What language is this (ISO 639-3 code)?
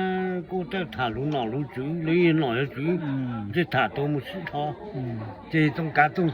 hmn